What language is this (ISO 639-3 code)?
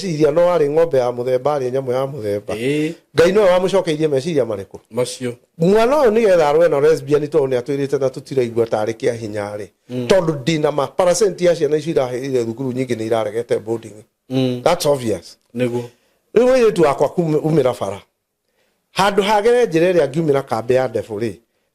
kik